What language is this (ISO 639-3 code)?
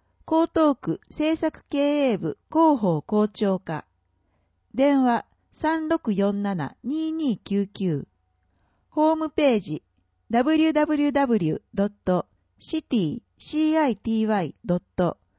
jpn